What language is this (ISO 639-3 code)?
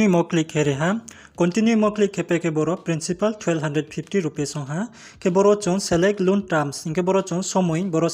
ria